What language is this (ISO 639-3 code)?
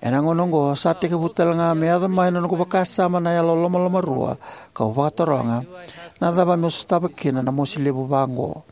fij